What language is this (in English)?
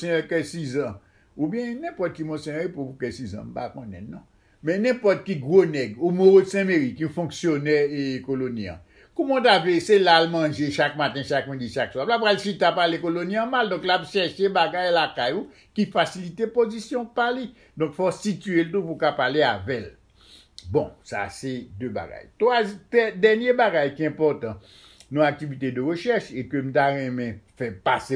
Haitian Creole